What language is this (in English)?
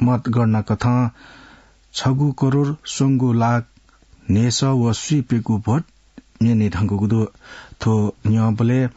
Newari